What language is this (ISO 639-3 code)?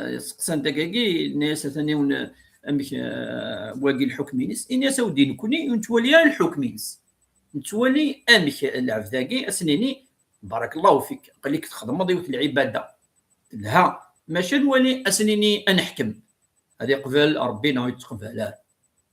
kab